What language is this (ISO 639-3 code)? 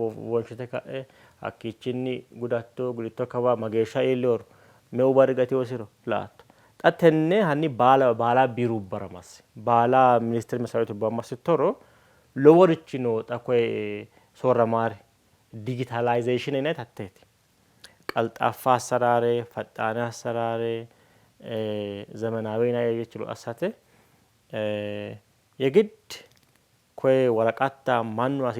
sid